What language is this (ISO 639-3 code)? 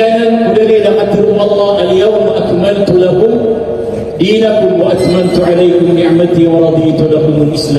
mrw